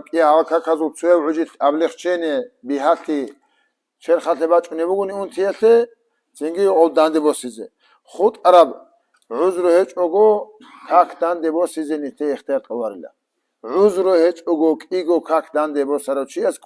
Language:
Avaric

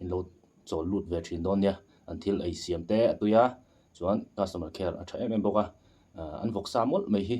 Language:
Mizo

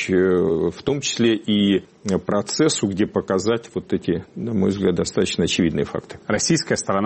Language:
Russian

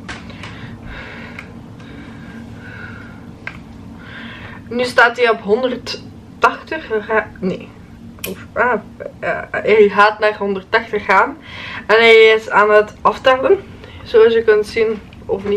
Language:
Dutch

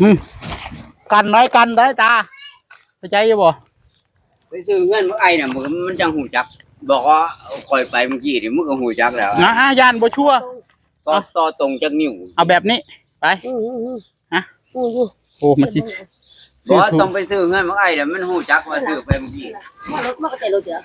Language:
Northeastern Thai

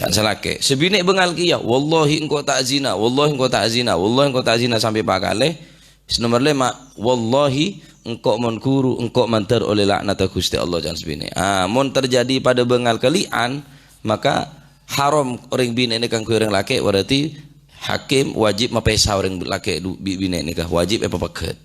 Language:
Madurese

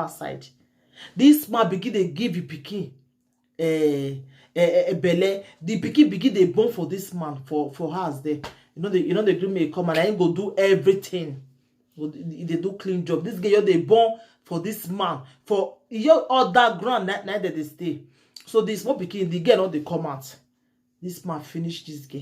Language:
Nigerian Pidgin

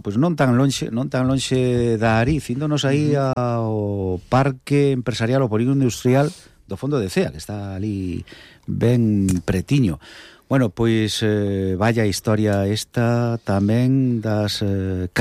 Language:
Galician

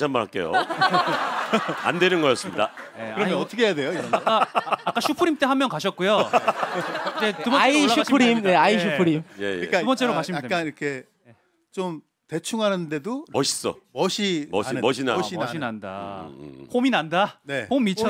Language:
Korean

